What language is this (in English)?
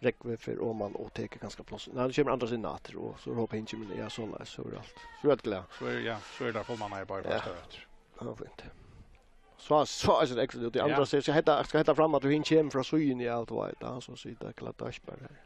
Faroese